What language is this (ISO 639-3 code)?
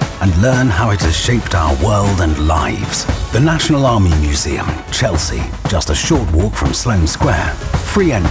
eng